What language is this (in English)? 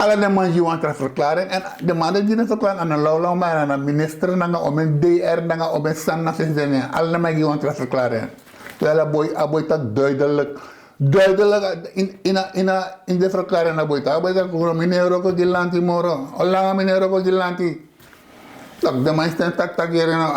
Sranan Tongo